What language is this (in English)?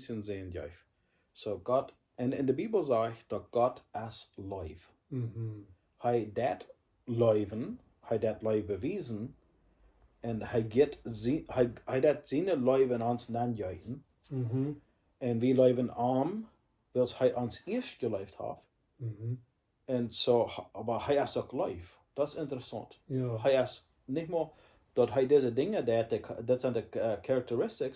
Plautdietsch